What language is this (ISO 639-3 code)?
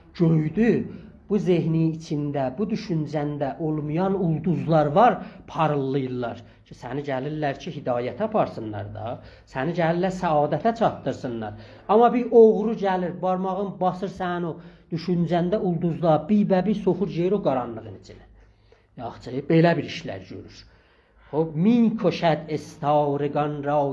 azb